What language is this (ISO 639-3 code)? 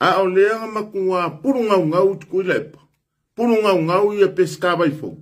smo